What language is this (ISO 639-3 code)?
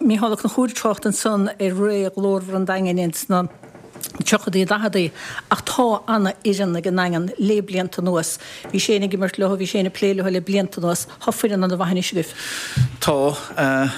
gle